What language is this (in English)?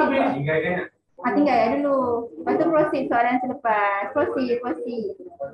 Malay